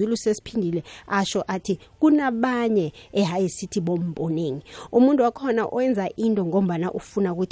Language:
South Ndebele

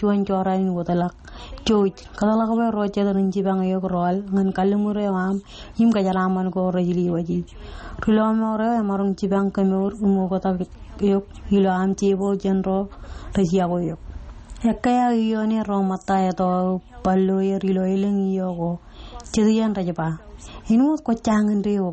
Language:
Marshallese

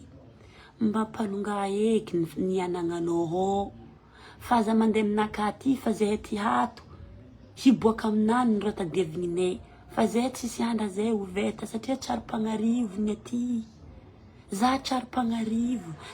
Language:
Malagasy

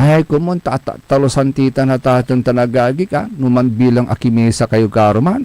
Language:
Pangasinan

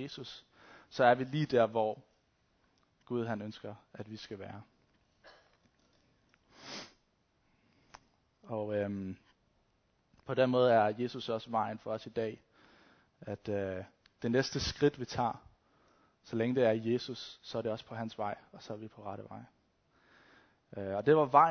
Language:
Danish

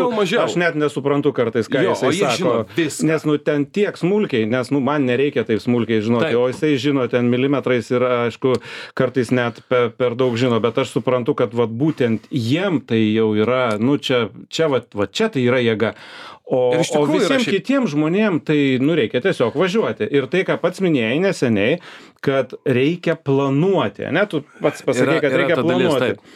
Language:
Lithuanian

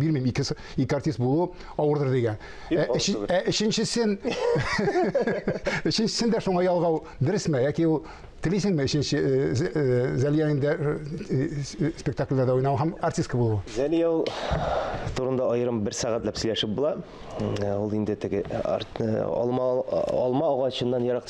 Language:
Tatar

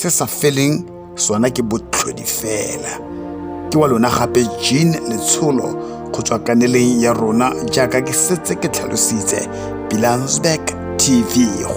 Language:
Tswana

